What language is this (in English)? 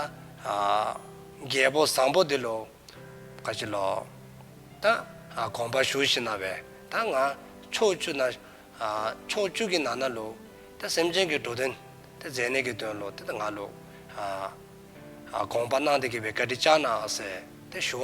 Dzongkha